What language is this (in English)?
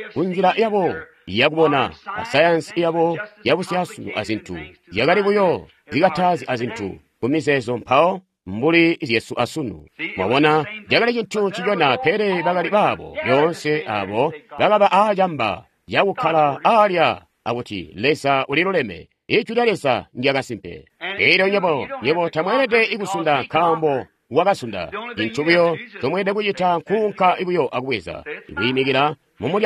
Tonga (Zambia)